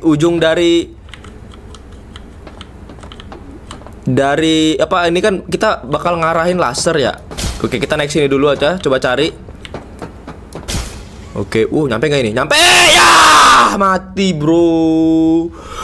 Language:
Indonesian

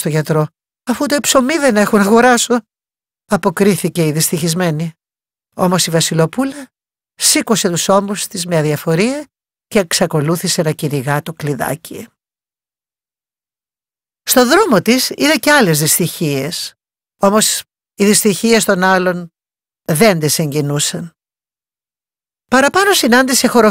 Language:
Greek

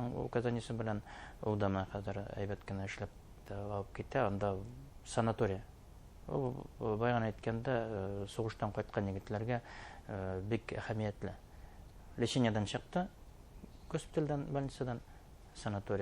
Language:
Bashkir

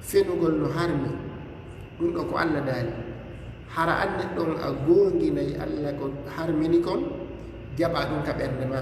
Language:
Fula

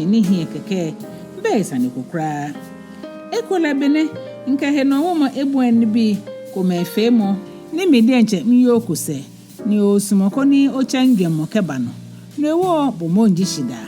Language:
Ga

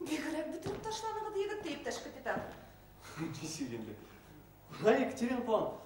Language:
Bashkir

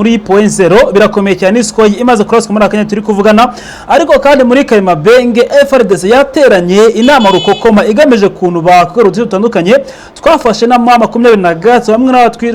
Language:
Kinyarwanda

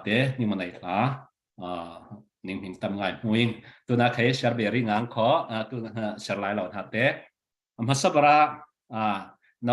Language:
Falam Chin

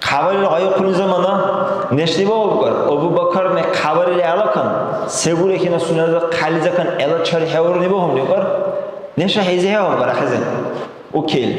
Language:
Dargwa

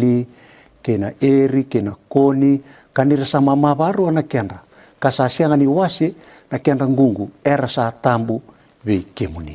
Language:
Fijian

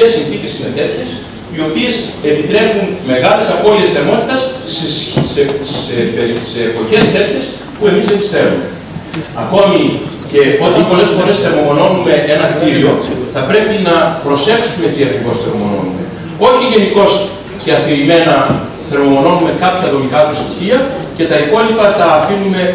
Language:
Greek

